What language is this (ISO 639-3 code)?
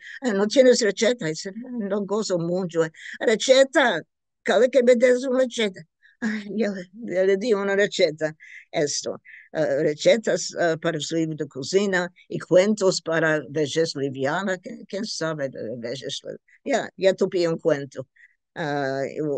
lad